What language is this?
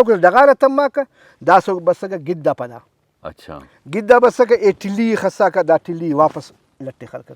Brahui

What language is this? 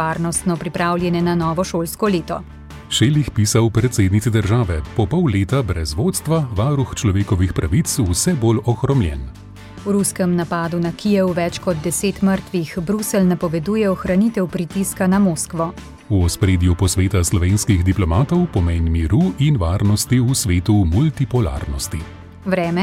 Slovenian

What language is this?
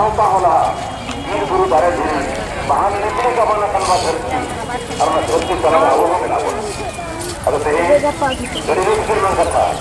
Santali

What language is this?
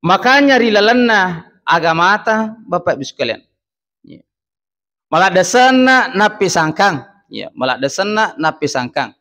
Buginese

